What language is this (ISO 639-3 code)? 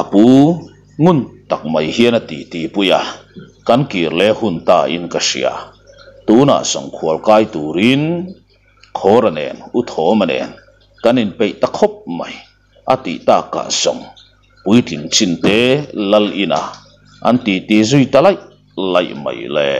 lus